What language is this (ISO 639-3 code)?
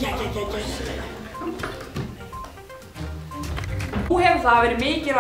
isl